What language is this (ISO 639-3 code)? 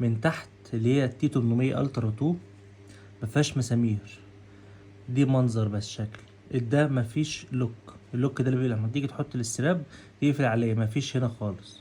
arz